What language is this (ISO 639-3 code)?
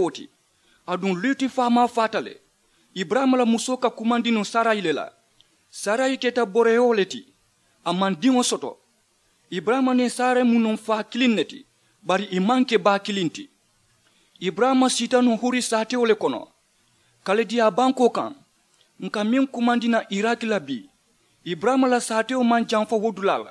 man